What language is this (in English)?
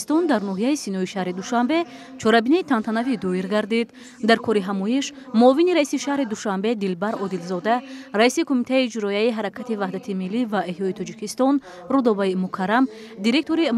Tajik